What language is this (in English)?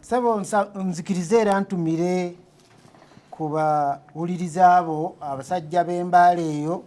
Ganda